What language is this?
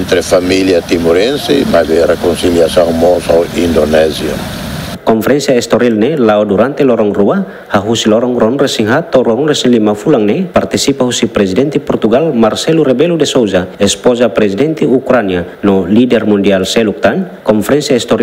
Tetum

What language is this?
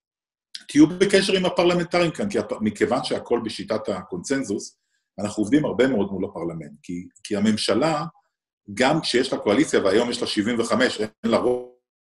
Hebrew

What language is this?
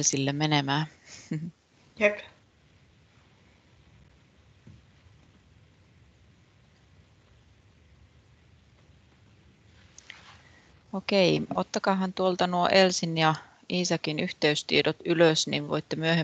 Finnish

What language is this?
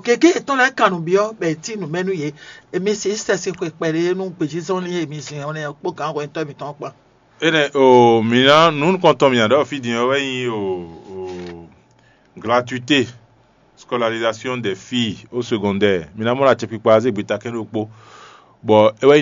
Fon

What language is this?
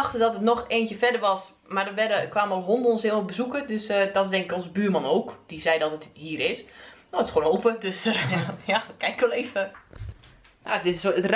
Dutch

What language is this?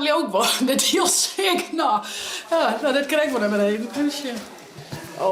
Western Frisian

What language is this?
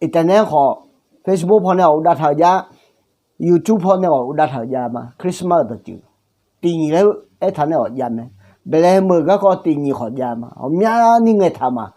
Akha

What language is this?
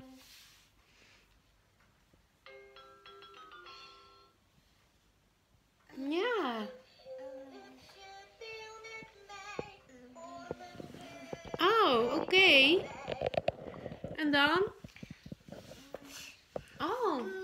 Dutch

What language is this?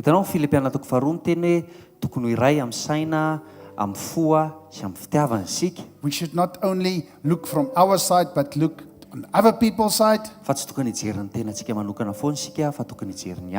Malagasy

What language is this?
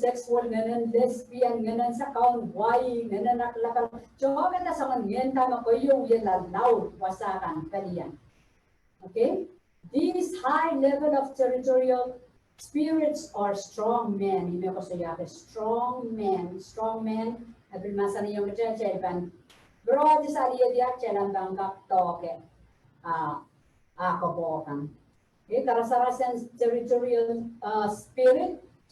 Pohnpeian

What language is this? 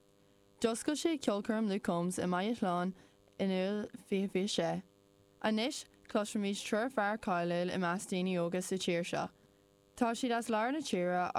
Irish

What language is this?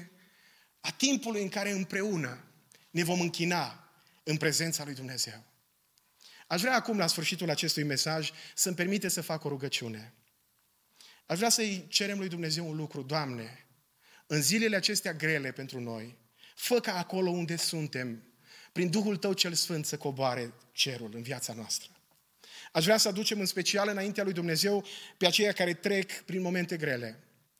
Romanian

